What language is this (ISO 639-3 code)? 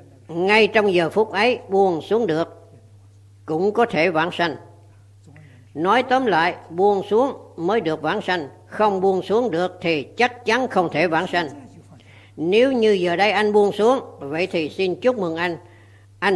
vie